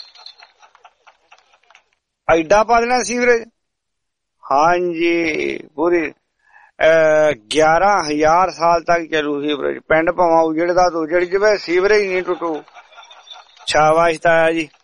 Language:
Punjabi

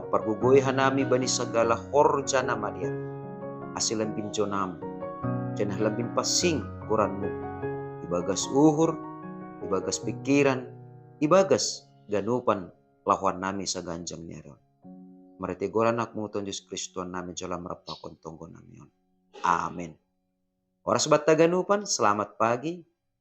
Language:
Batak Simalungun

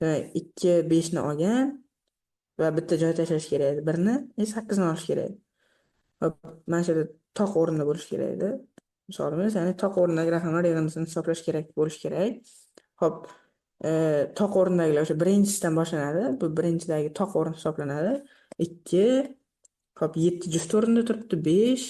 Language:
Uzbek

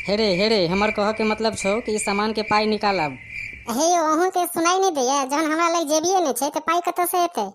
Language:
Maithili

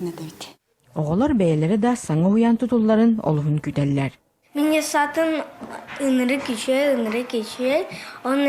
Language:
Yakut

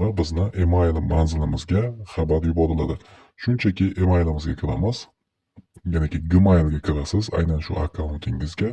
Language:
Uzbek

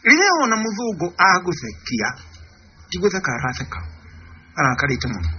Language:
Kikuyu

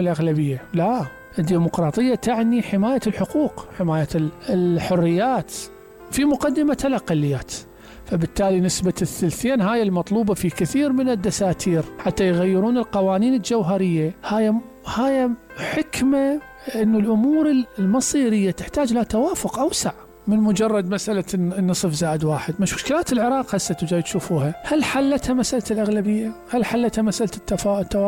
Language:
Mesopotamian Arabic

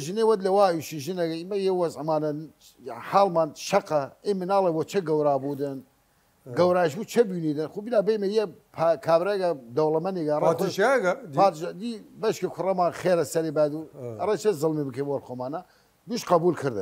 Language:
Southern Kurdish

